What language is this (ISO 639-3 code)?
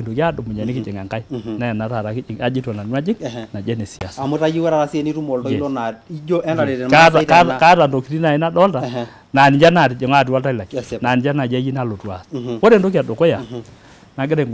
mas